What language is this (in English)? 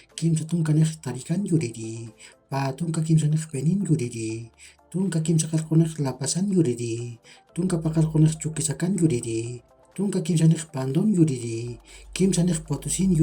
Aymara